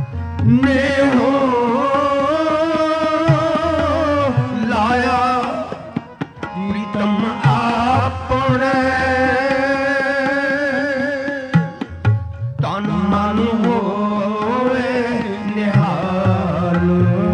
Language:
Punjabi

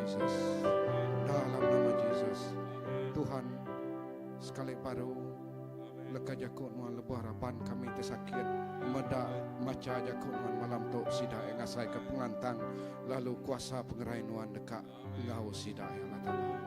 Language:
Iban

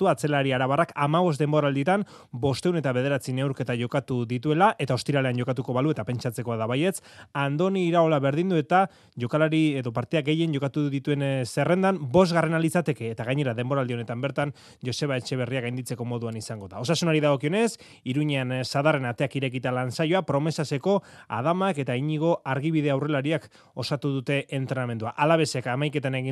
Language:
Basque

